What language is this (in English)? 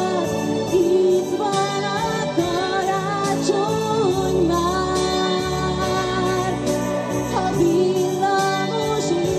Hungarian